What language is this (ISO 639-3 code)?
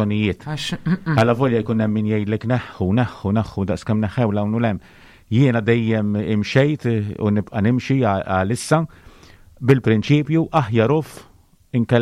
mlt